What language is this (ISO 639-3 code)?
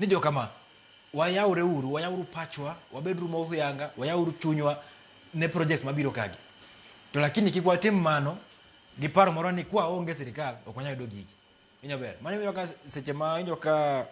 luo